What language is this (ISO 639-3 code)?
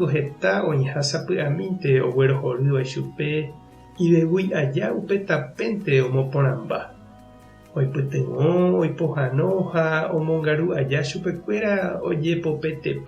grn